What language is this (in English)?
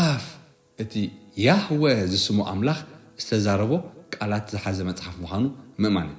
Tigrinya